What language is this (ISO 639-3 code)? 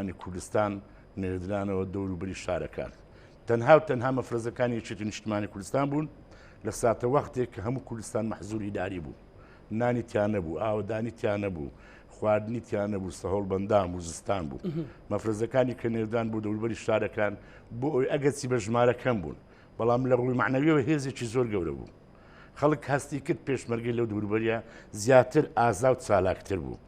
ckb